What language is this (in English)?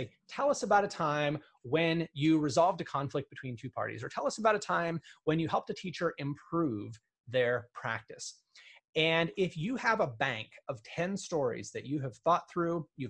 English